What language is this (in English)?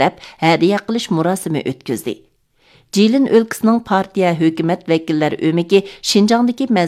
Uyghur